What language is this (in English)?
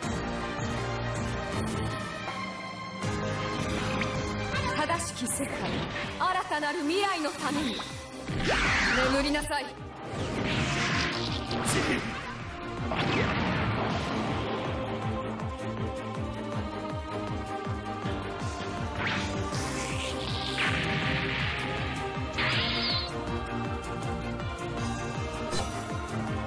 Japanese